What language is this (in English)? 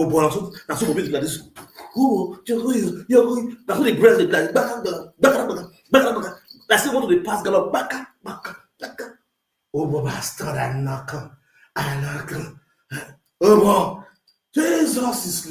Nigerian Pidgin